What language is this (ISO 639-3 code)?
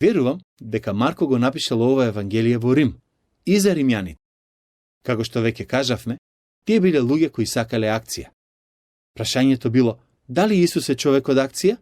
mkd